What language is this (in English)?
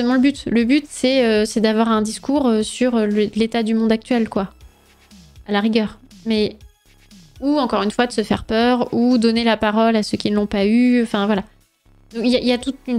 French